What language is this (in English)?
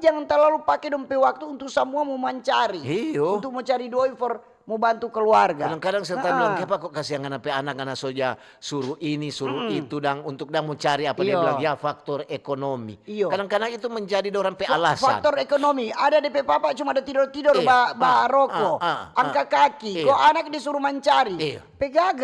Manado Malay